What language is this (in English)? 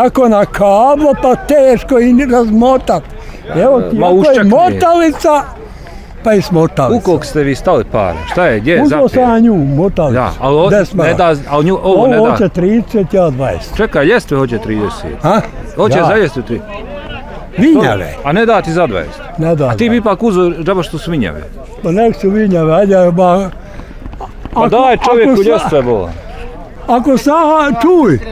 Bosnian